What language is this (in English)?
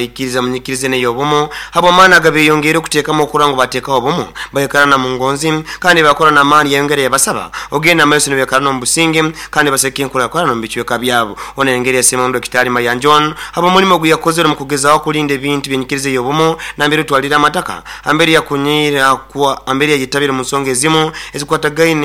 Nyoro